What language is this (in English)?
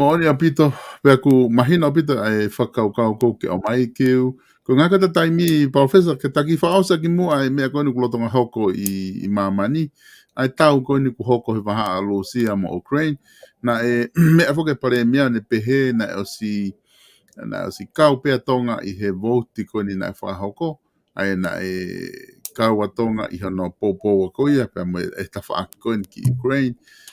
Tongan